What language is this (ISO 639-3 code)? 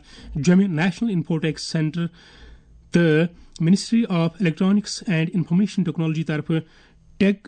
kas